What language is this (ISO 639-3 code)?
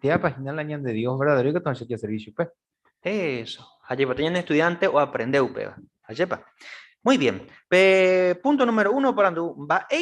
grn